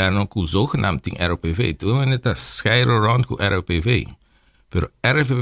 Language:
Papiamento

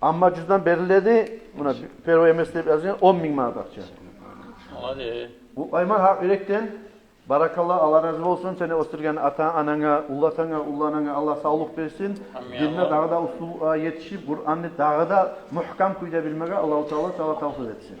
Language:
Kumyk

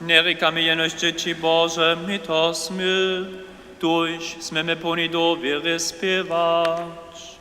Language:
Upper Sorbian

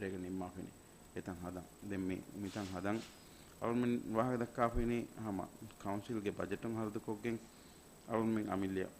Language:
Divehi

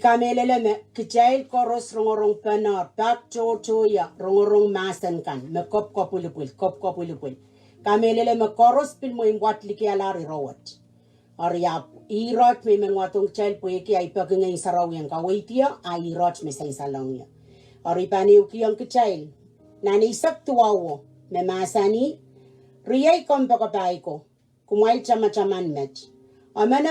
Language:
Pohnpeian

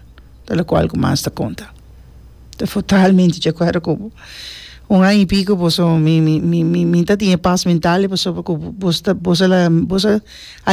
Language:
Papiamento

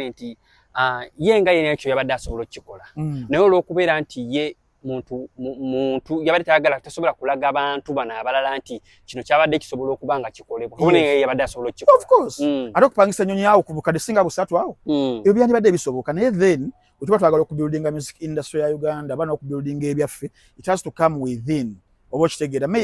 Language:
Ganda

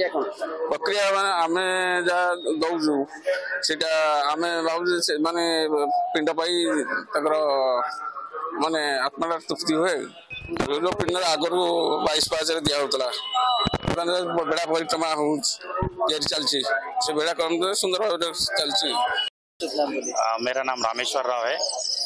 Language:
Odia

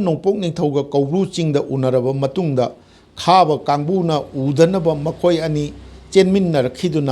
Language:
Manipuri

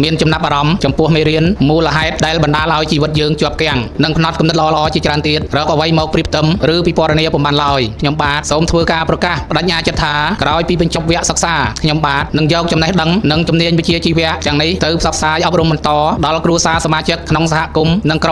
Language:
Khmer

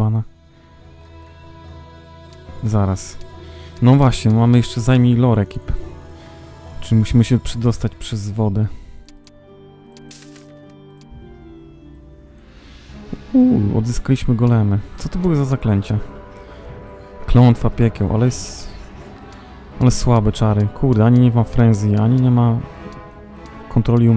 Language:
Polish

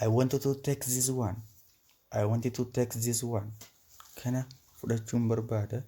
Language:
Oromo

